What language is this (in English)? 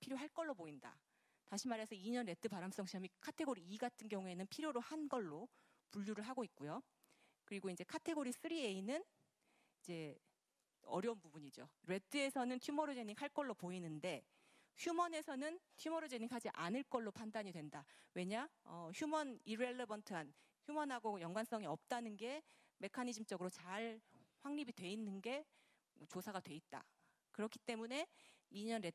Korean